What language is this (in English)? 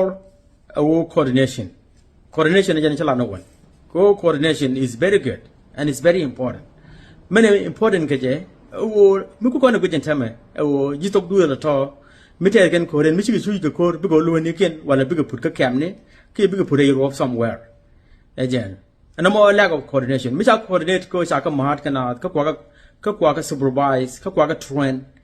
Nuer